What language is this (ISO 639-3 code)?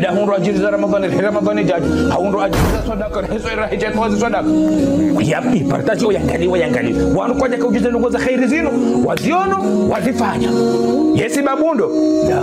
zdj